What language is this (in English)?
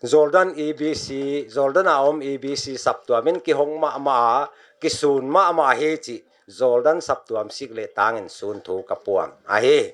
Paite Chin